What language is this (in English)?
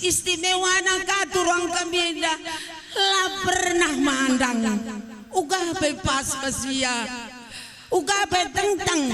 Batak Karo